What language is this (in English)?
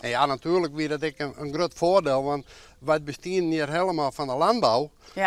Western Frisian